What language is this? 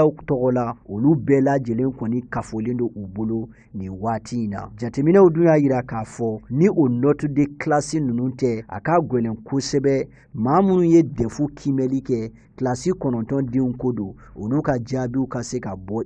Bambara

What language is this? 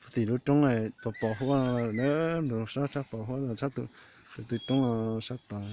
Hmong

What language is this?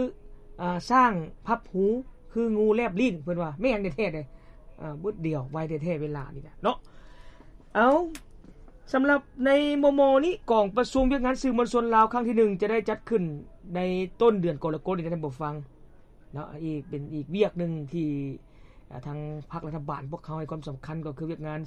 Lao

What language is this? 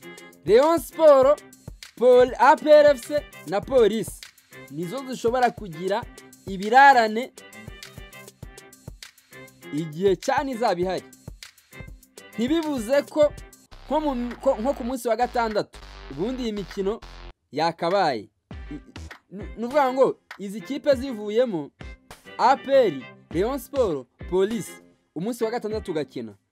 Kinyarwanda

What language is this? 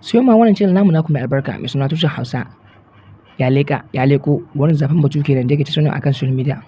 Hausa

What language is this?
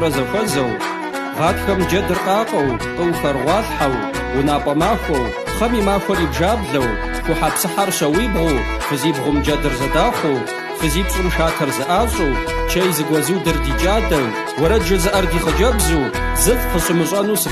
Kabardian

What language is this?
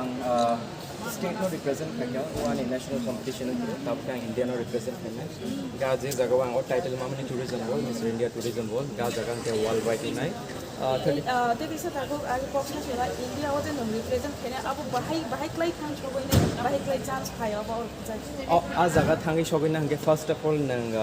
Kok Borok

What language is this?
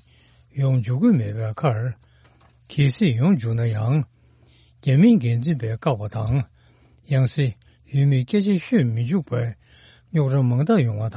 Tibetan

